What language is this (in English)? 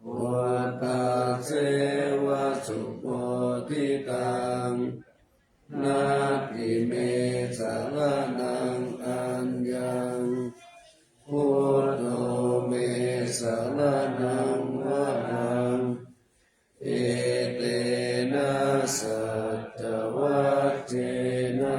Pali